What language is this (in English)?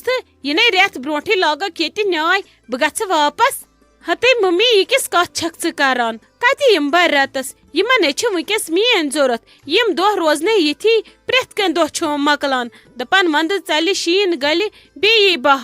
Kashmiri